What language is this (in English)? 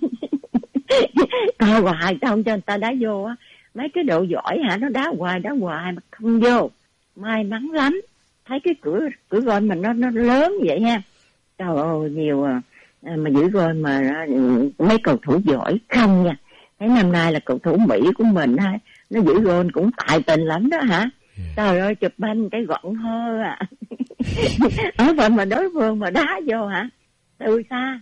Vietnamese